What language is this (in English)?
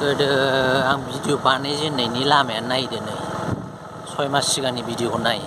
Bodo